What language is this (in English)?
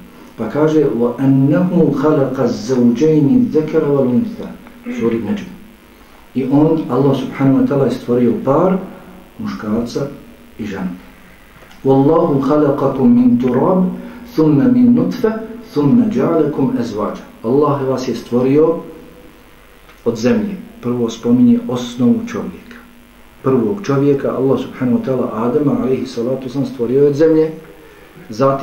Bosnian